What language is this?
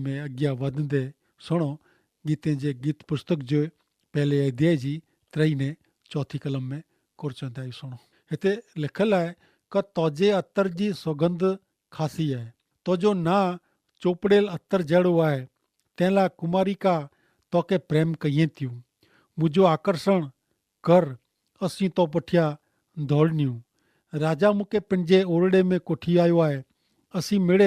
Kachhi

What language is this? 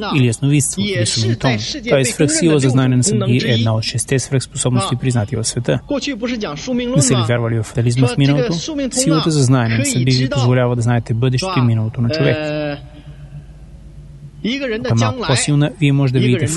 Bulgarian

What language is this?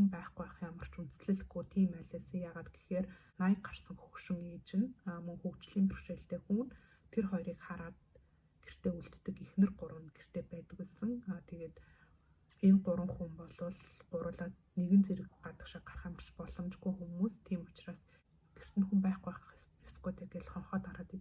Mongolian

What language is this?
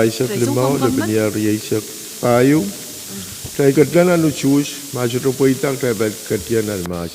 Pohnpeian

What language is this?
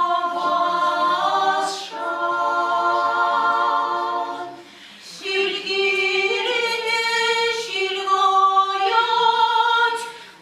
Chuvash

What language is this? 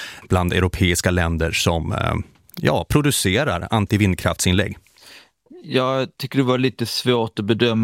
Swedish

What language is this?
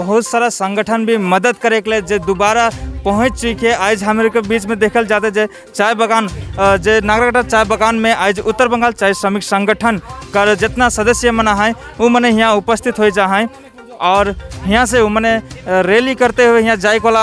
Sadri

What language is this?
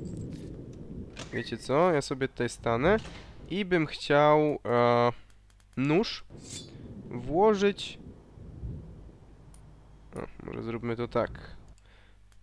Polish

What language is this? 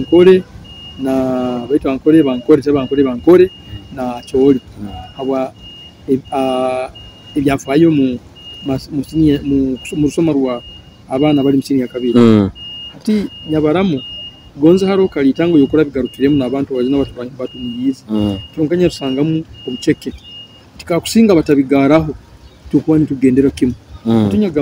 Nyoro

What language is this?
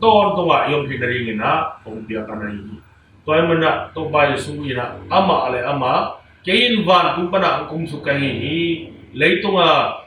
Tedim Chin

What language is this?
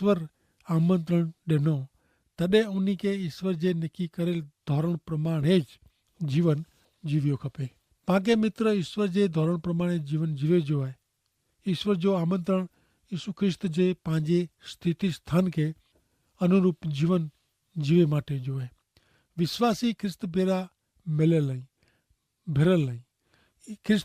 Kachhi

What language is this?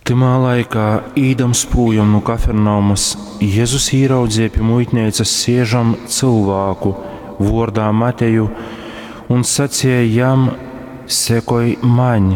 Latgalian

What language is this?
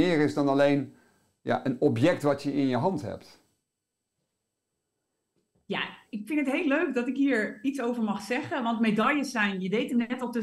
Dutch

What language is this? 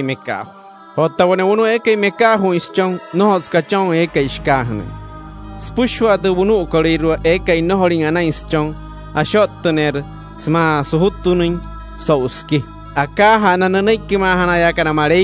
Wayuu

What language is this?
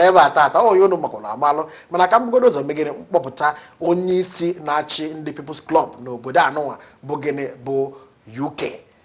Igbo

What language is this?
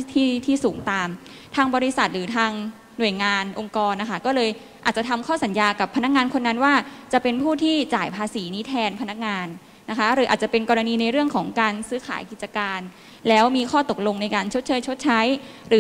Thai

